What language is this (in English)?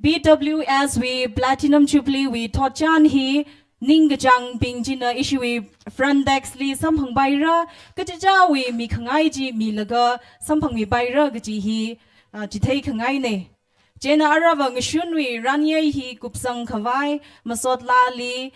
Tangkhul Naga (India)